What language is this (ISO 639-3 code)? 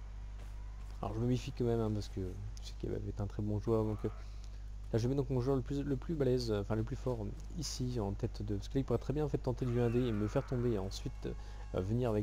fra